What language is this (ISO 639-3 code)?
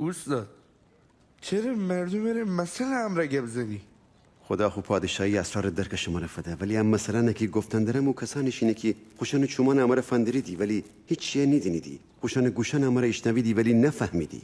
glk